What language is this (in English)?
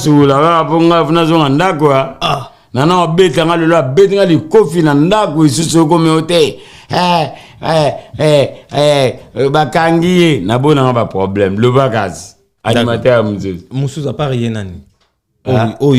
Lingala